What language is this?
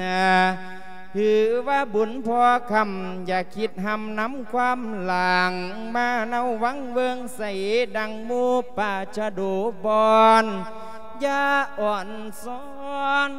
Lao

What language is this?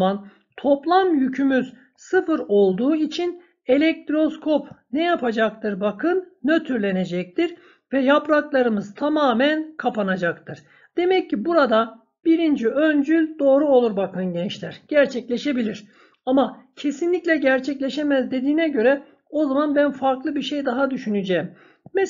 Turkish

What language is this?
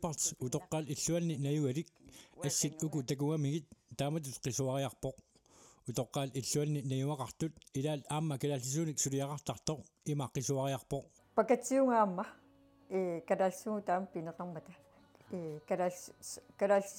Kalaallisut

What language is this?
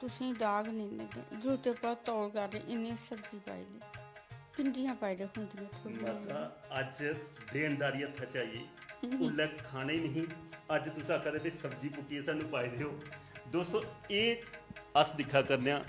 Dogri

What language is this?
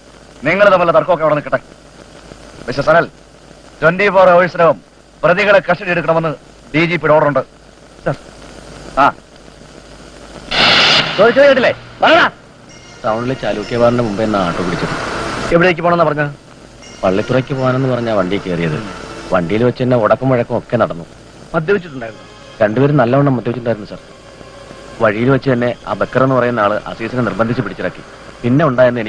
Malayalam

